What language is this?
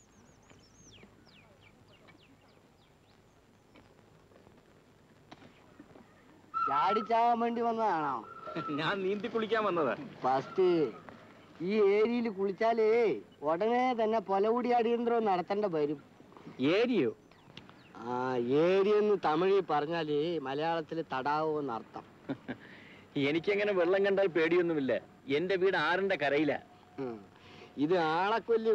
Malayalam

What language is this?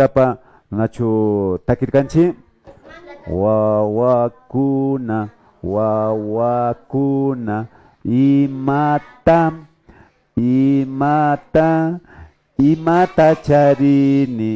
Imbabura Highland Quichua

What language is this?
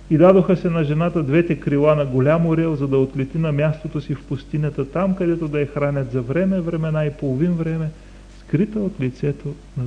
Bulgarian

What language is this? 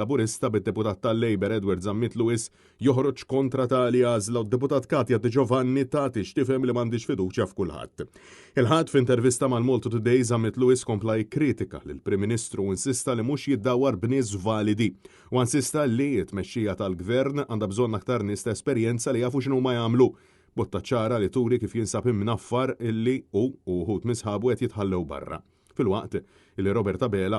Maltese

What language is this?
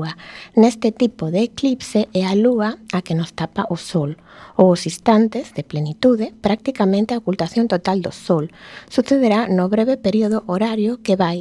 Galician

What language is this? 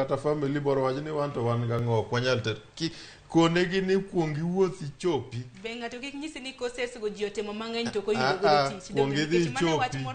Luo (Kenya and Tanzania)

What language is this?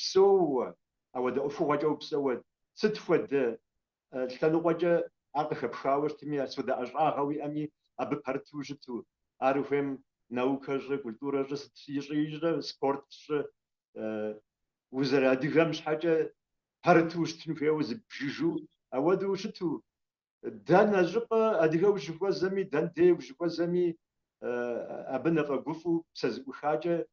Kabardian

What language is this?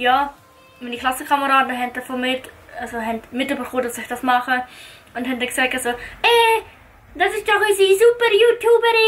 Swiss German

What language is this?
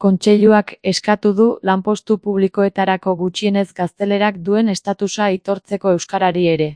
Basque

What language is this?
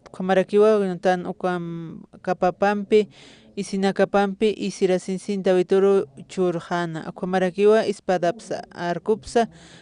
Aymara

